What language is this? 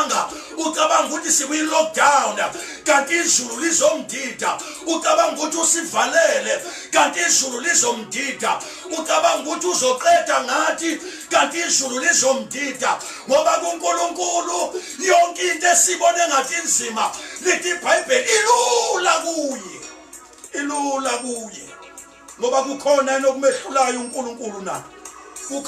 Zulu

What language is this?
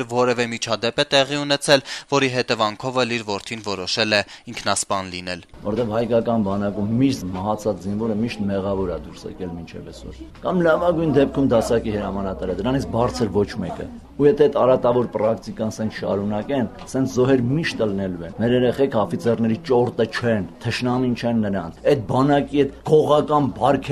Armenian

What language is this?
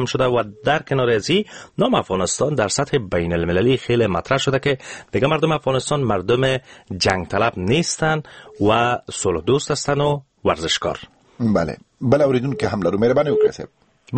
Persian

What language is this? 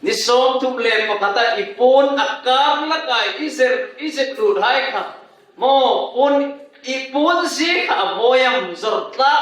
Hmar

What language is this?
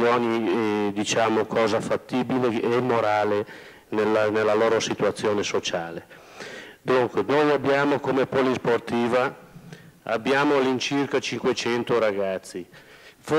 Italian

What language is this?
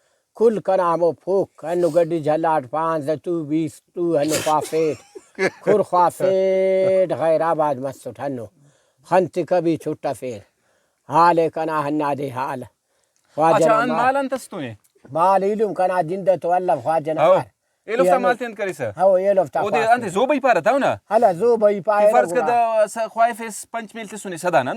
Brahui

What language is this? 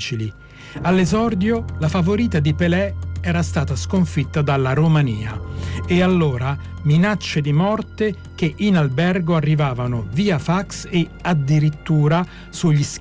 Italian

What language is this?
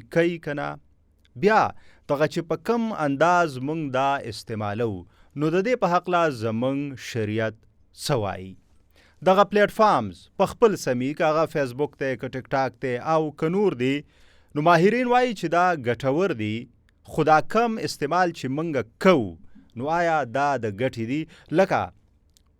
Pashto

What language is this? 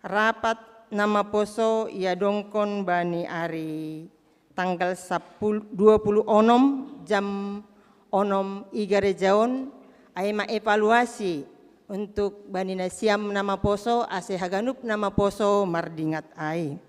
Batak Simalungun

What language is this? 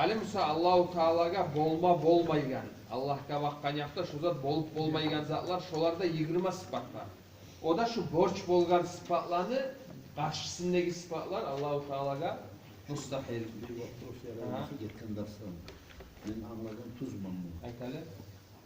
Kumyk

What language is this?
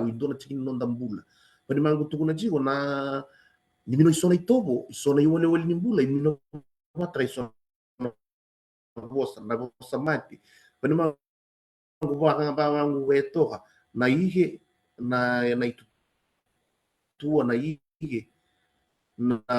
Fijian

